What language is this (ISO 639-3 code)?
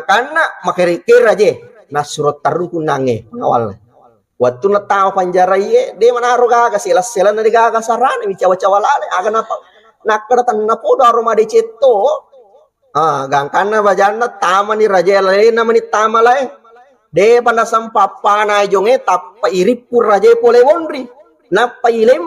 bug